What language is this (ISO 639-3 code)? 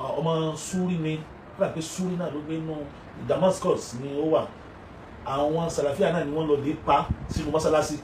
yor